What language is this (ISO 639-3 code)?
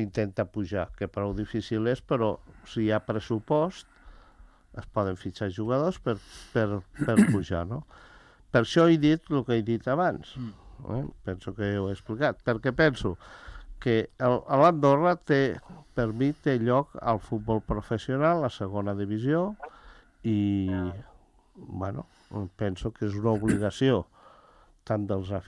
cat